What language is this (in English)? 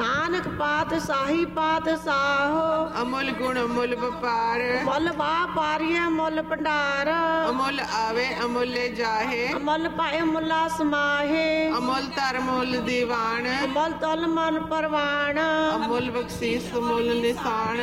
Punjabi